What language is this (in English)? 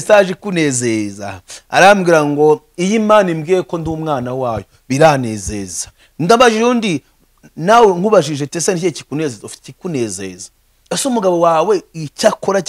Kinyarwanda